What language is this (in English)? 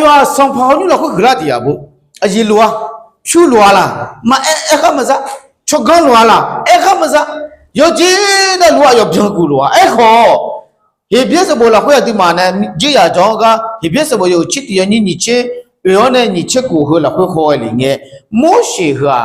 Akha